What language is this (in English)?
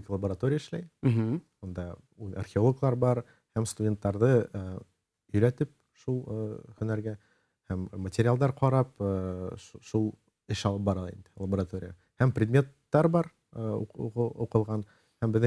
Bashkir